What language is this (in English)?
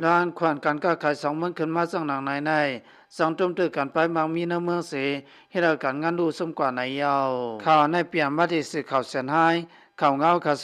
Shan